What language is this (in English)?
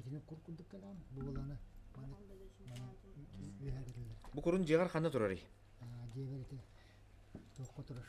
Yakut